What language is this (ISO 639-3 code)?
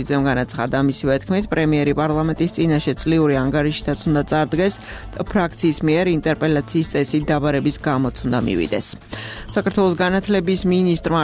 kat